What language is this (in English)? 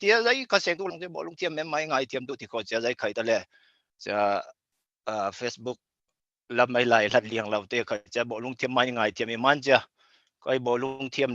Falam Chin